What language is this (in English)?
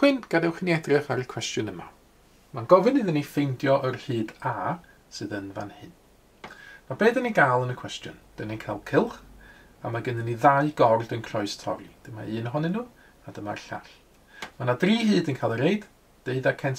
Welsh